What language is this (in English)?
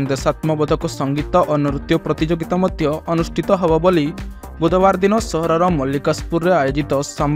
Odia